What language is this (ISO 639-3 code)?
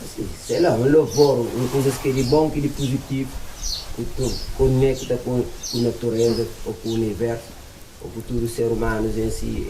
kea